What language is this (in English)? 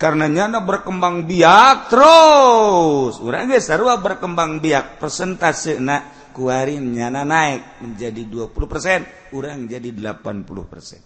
Sundanese